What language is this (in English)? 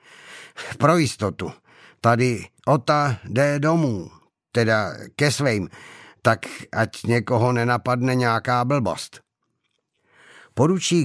Czech